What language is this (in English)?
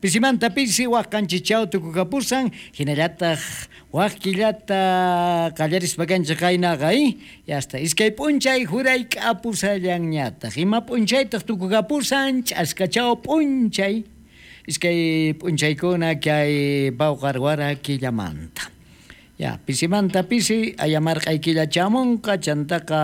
South Bolivian Quechua